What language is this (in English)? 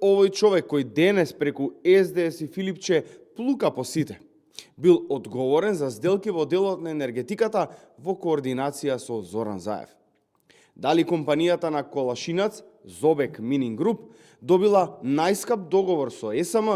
Macedonian